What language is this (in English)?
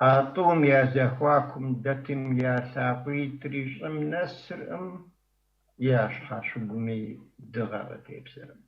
Kabardian